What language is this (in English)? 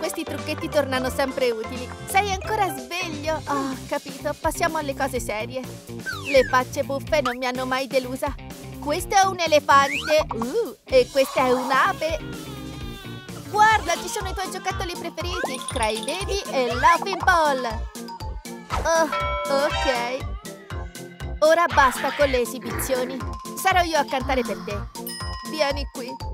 Italian